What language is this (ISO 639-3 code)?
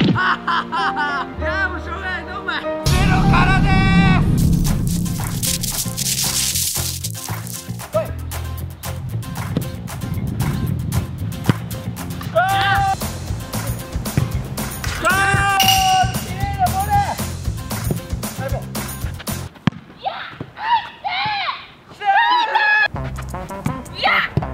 jpn